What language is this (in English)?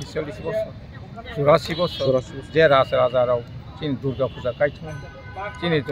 Kok Borok